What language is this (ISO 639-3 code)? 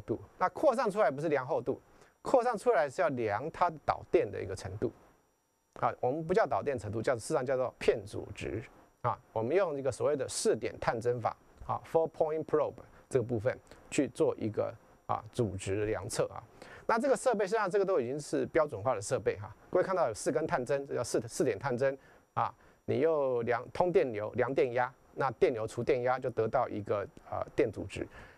zho